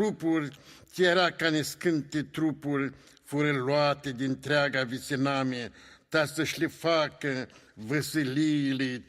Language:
Aromanian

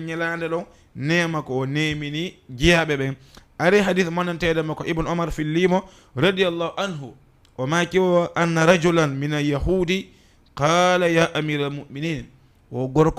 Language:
Fula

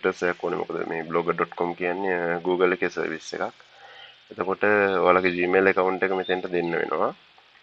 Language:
Sinhala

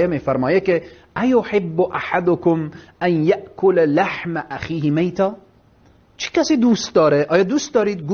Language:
Persian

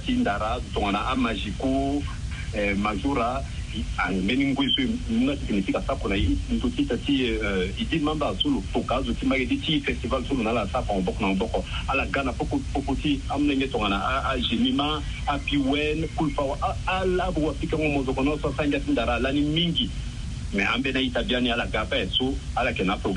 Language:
Sango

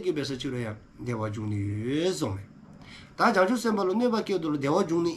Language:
Dzongkha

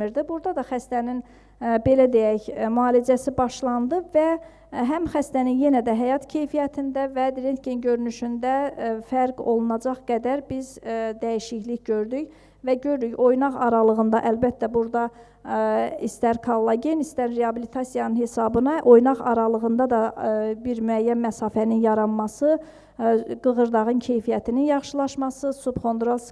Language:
Azerbaijani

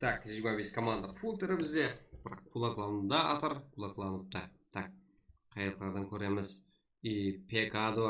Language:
Kara-Kalpak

